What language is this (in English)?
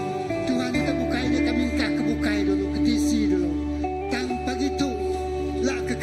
Iban